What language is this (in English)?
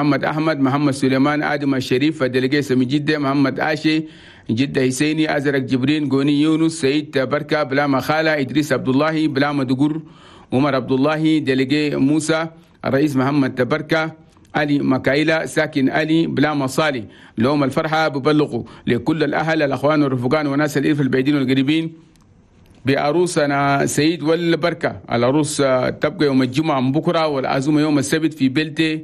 Chadian Arabic